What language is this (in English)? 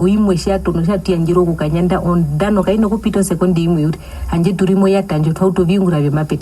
Herero